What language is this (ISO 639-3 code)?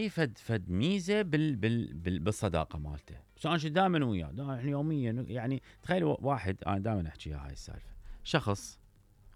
acm